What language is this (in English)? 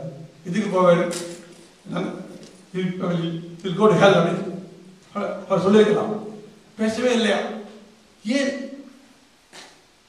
Tamil